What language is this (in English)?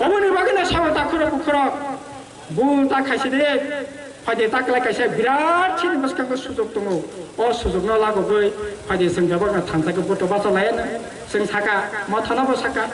Kok Borok